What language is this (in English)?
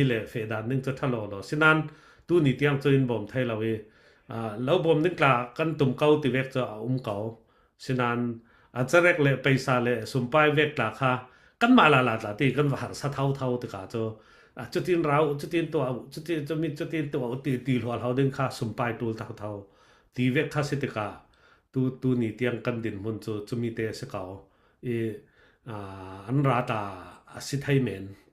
Falam Chin